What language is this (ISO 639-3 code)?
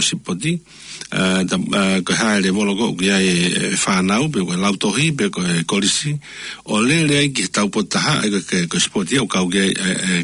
ton